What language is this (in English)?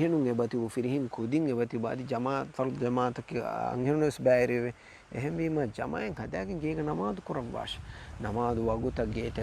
Divehi